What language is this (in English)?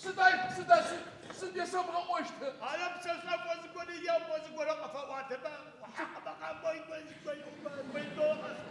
Adyghe